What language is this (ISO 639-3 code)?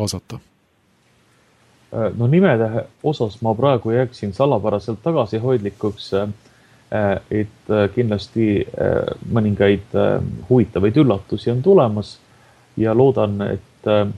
est